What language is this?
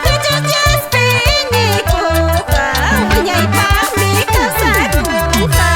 Quechua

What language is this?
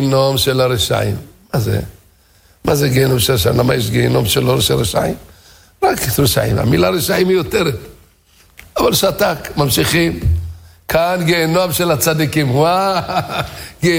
Hebrew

